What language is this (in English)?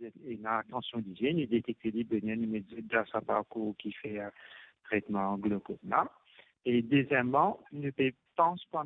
Morisyen